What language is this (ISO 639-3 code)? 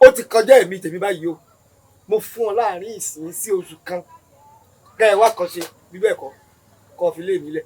yor